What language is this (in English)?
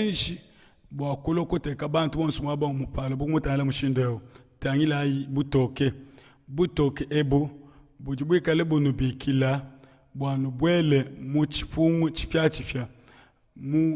Luba-Lulua